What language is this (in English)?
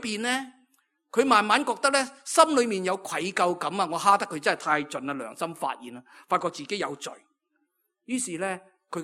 Cantonese